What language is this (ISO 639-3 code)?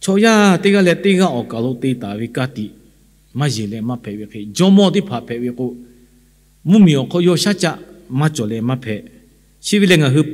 lhu